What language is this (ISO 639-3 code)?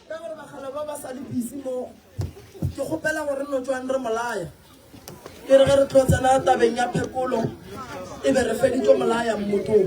nso